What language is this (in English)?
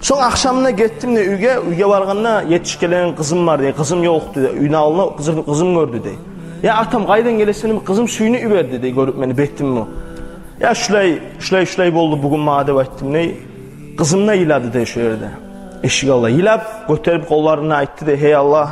Kumyk